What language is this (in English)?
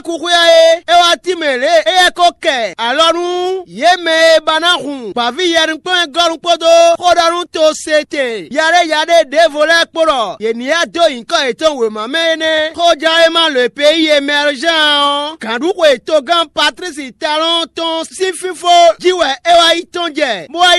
Fon